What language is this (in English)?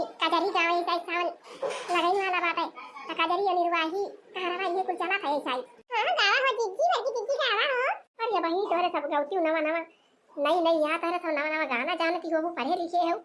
Awadhi